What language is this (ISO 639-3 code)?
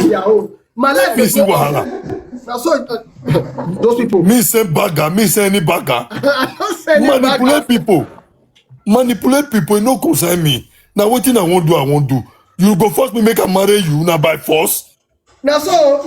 pcm